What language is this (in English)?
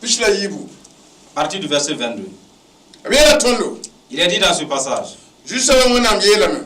Mossi